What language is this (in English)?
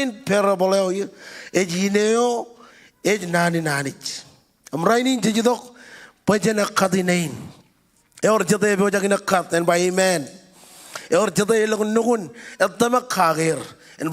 Marshallese